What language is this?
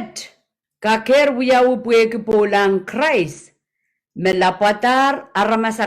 Pohnpeian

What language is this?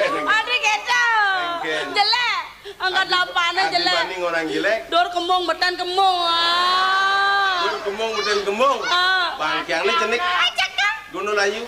Balinese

